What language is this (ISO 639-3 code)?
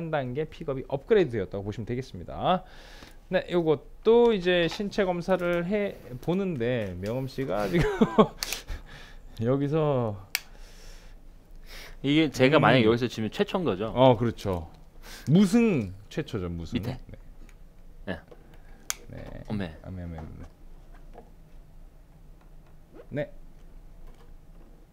kor